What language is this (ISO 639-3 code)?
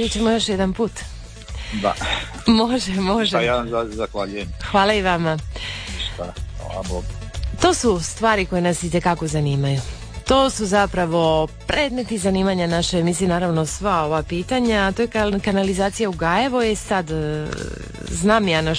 hrv